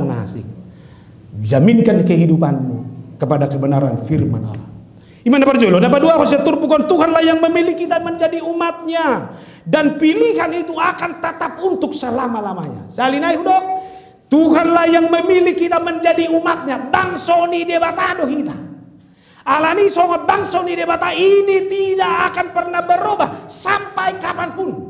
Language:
Batak Toba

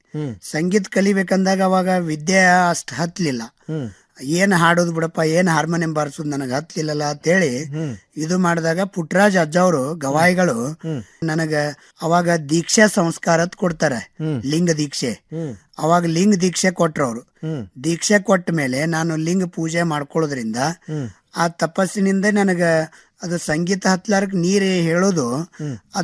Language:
Kannada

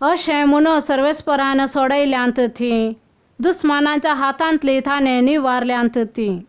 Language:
Konkani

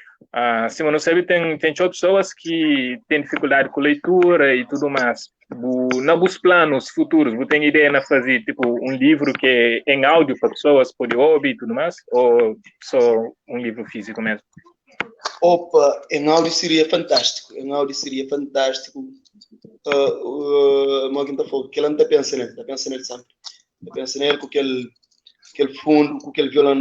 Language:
Kabuverdianu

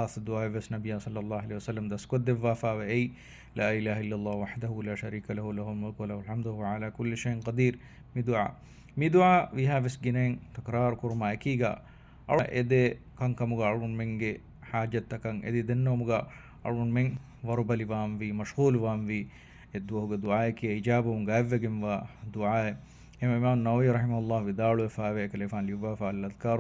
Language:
Divehi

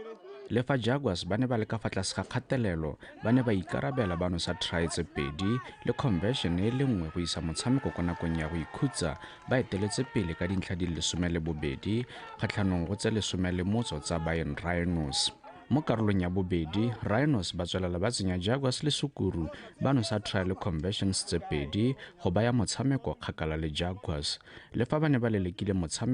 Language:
Tswana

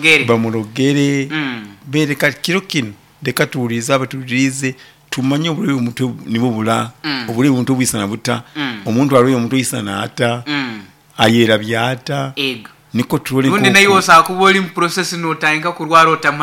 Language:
Nyoro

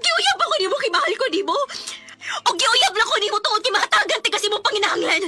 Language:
Cebuano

